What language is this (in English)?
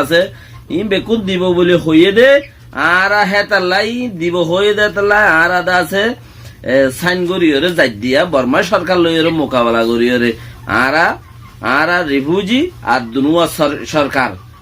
Rohingya